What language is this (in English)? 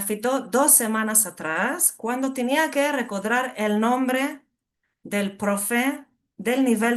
Ladino